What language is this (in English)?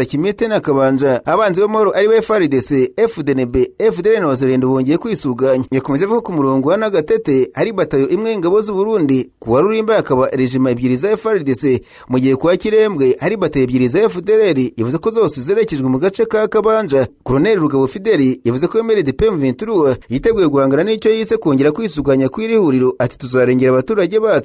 Kinyarwanda